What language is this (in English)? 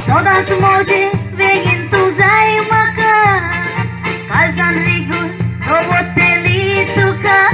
Konkani